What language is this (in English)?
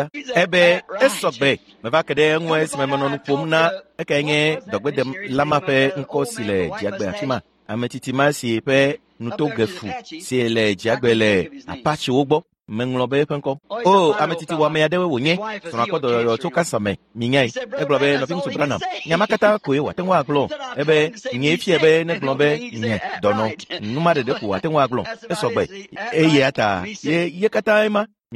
Ewe